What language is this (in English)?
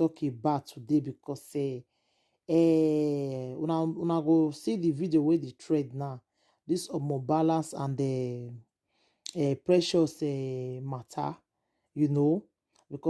Nigerian Pidgin